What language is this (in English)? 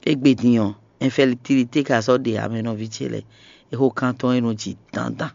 Fon